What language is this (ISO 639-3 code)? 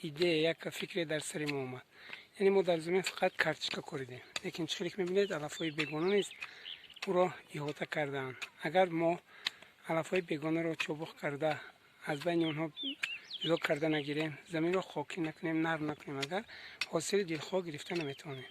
tgk